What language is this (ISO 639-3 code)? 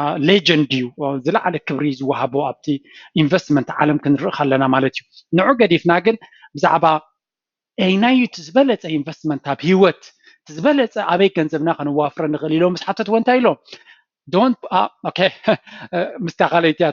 tir